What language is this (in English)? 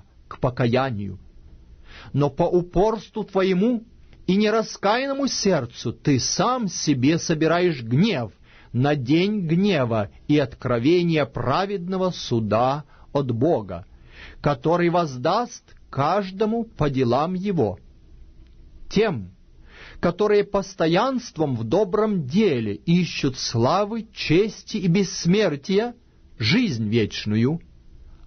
Russian